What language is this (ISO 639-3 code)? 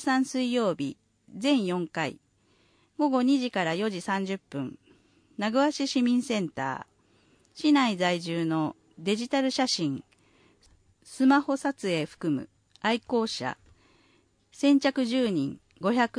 jpn